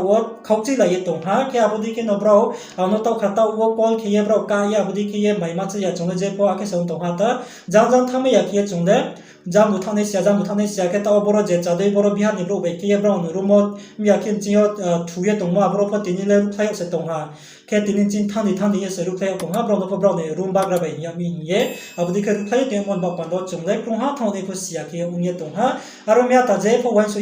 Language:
Riang (India)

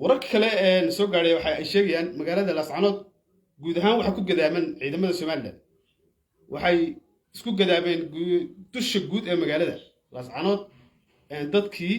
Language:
Somali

